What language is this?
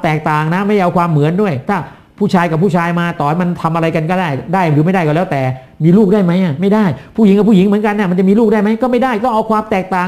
Thai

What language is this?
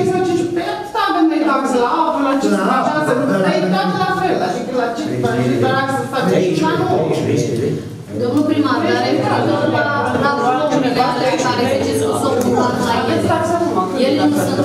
Romanian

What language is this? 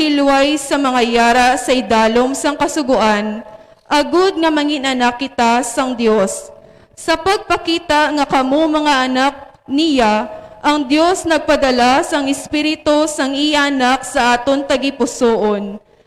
Hiligaynon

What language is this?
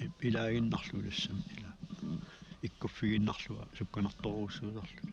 Kalaallisut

